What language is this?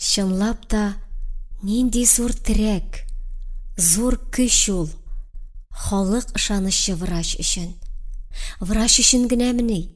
Tatar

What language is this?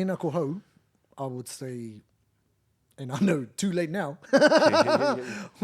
Māori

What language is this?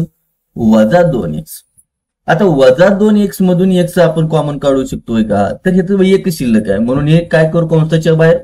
Marathi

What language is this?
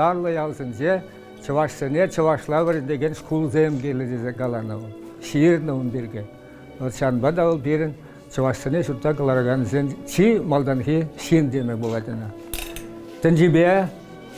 Chuvash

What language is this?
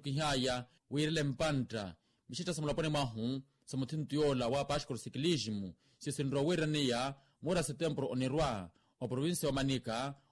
Makhuwa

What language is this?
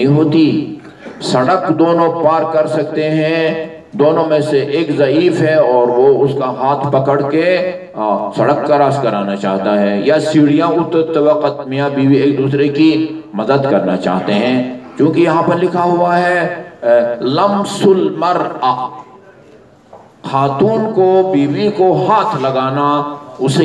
Urdu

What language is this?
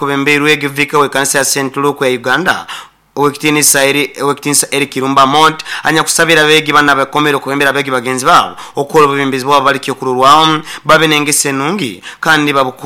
Nyoro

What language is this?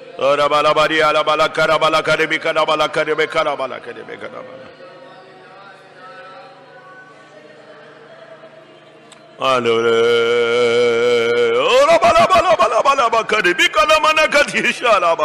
Tamil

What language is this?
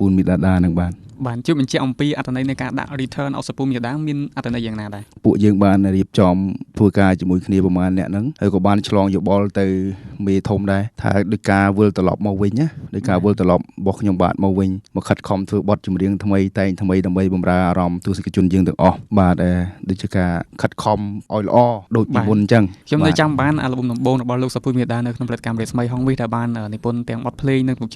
Khmer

